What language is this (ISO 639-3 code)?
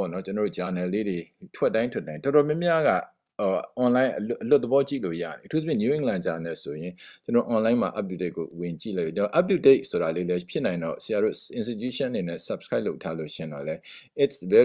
mya